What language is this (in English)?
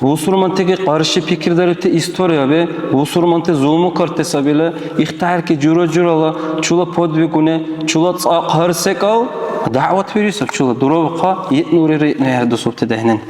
Dargwa